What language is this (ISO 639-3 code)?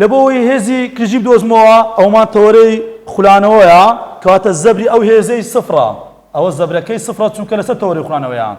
ckb